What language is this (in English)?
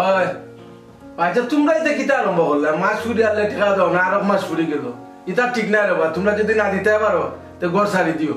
Sylheti